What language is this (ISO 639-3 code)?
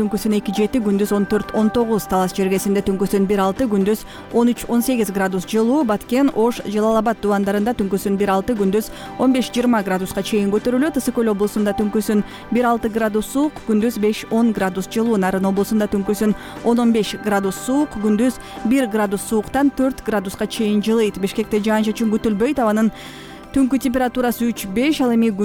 kir